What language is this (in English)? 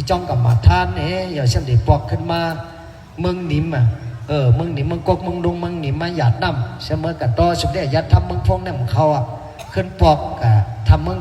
Shan